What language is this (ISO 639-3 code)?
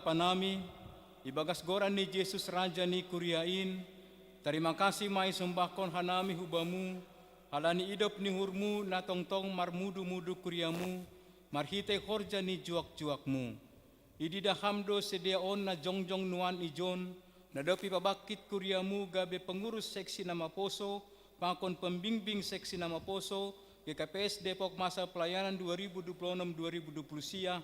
bts